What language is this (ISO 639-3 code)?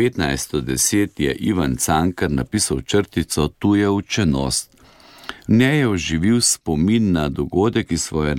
slv